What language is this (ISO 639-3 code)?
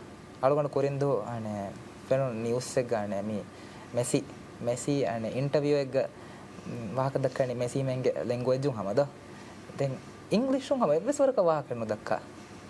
div